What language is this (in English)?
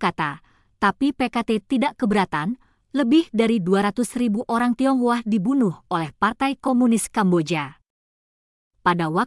Indonesian